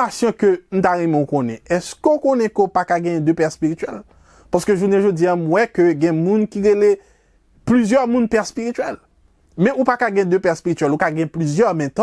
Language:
Haitian Creole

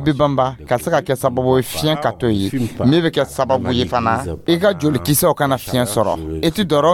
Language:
Dyula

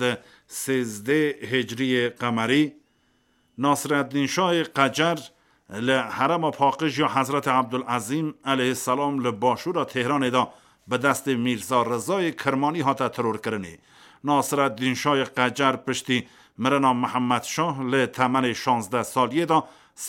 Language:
Kurdish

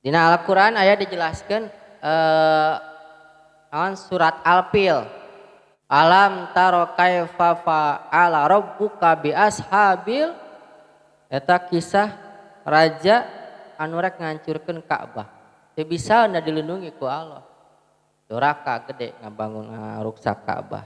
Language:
Sundanese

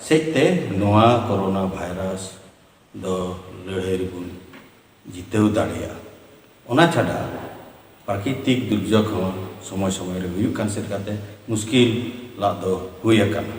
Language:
Santali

